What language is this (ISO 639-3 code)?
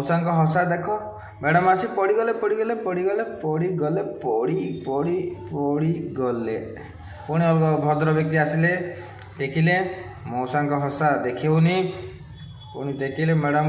ori